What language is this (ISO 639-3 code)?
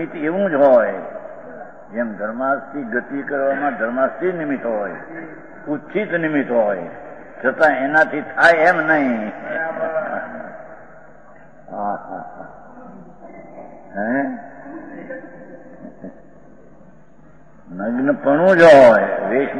guj